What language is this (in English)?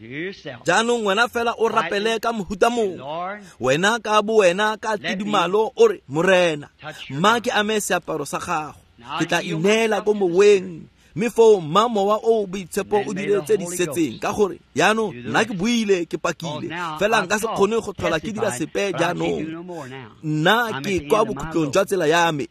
Tswana